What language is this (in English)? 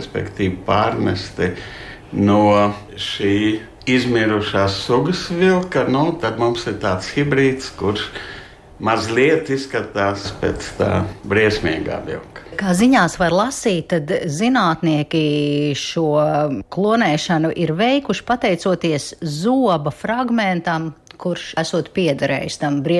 Latvian